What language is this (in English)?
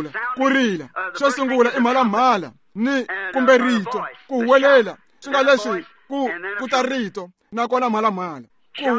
Tsonga